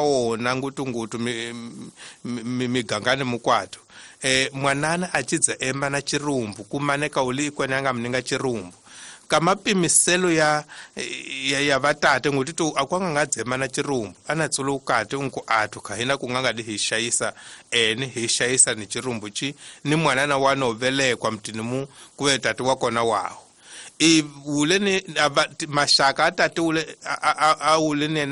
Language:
Tsonga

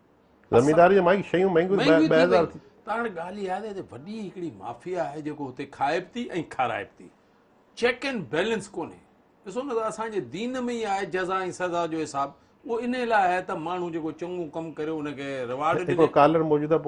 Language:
Sindhi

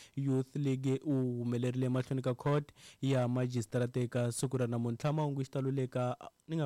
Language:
Tsonga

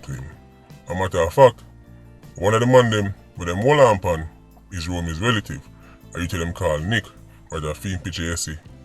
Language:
Jamaican Creole English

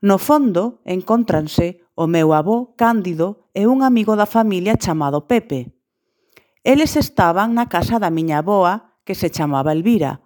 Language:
Galician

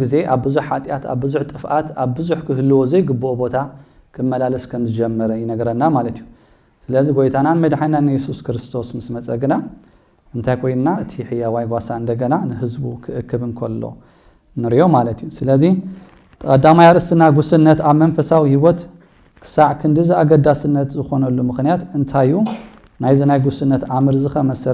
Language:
Tigrinya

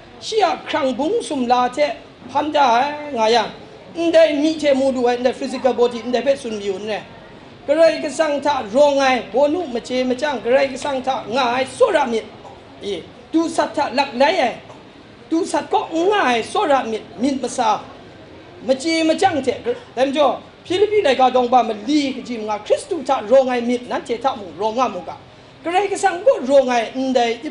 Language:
Kachin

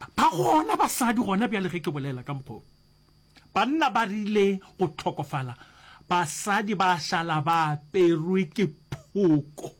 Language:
Northern Sotho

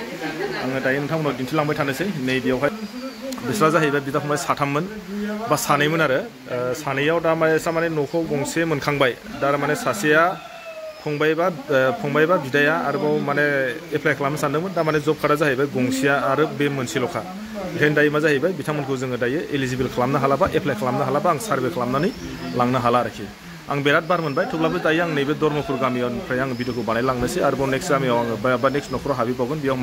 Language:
Bodo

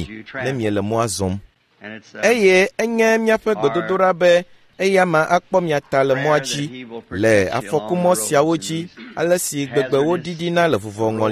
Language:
Ewe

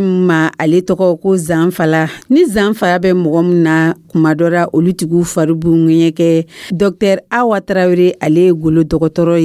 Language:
Dyula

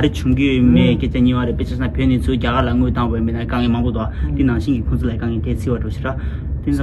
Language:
Tibetan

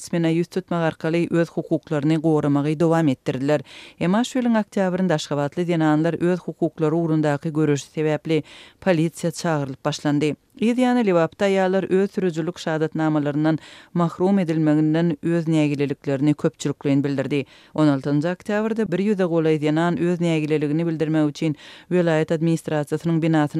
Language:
Turkmen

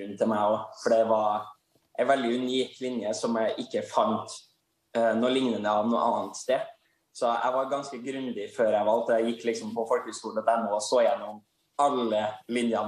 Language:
Norwegian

